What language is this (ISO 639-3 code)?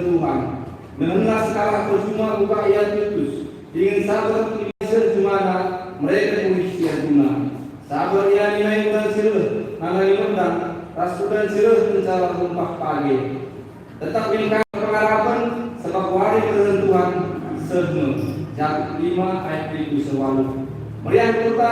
btx